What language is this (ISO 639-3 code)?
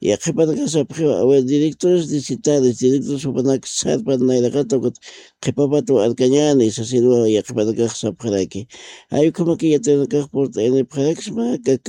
aym